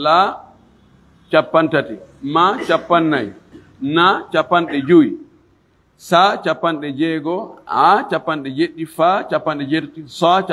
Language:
Fula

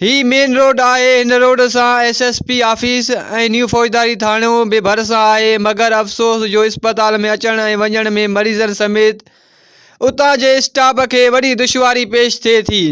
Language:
Sindhi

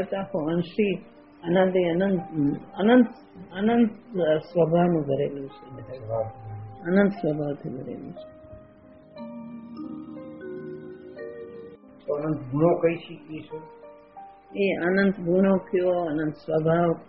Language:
Gujarati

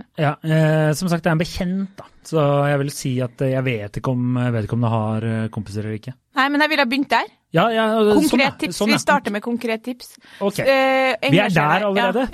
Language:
Norwegian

